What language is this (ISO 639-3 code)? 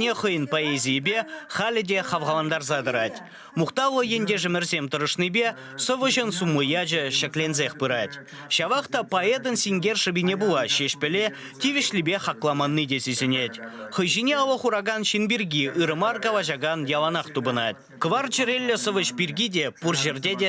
chv